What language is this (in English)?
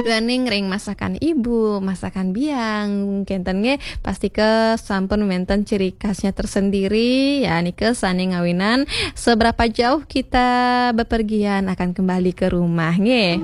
Balinese